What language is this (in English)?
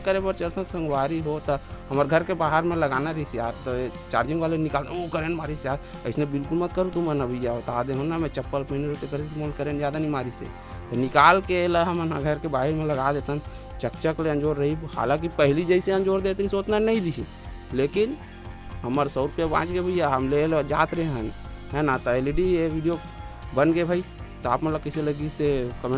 Chhattisgarhi